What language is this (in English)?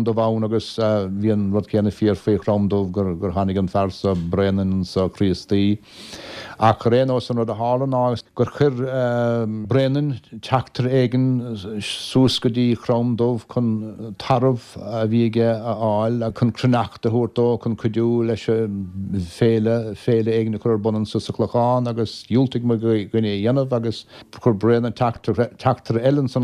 Irish